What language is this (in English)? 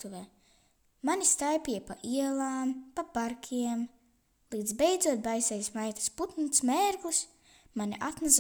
Latvian